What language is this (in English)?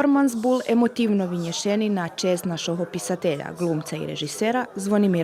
Rusyn